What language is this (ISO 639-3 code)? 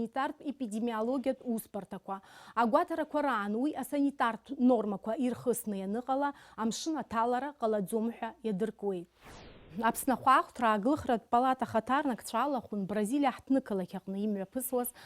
abk